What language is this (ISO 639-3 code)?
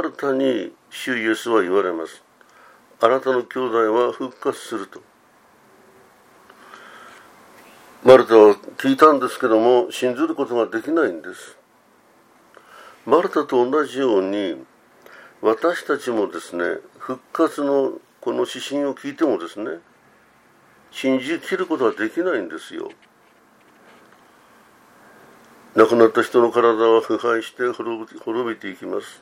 jpn